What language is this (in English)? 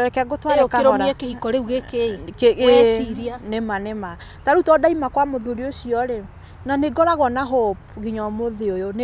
Kikuyu